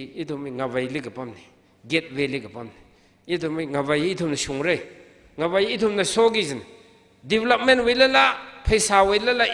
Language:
Tangkhul Naga (India)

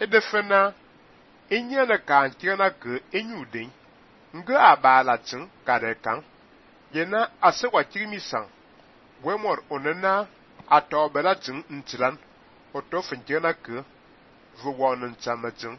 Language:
Fang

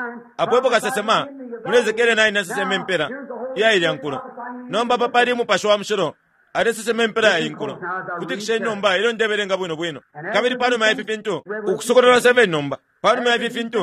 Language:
Bemba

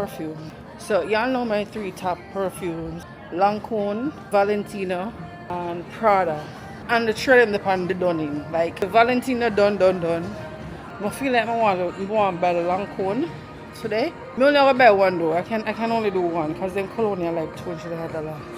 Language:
Jamaican Creole English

